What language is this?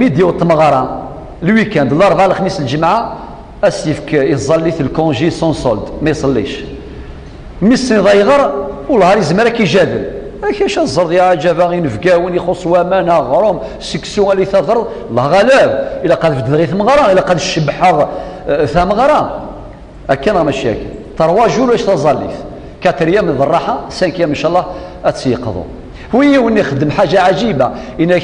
Kabyle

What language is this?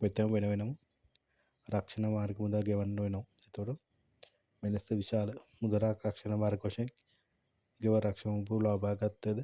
Sinhala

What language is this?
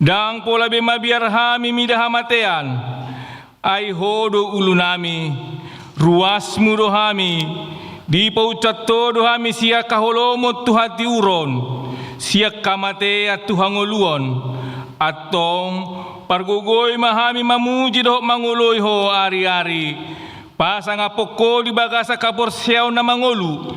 Batak Toba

